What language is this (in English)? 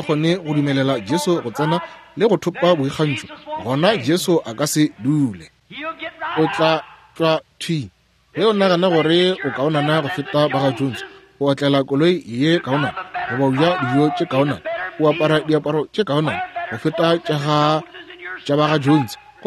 Northern Sotho